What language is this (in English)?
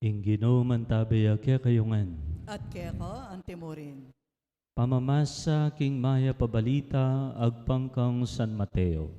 Pampanga